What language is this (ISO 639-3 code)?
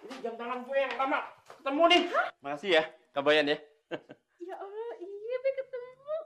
bew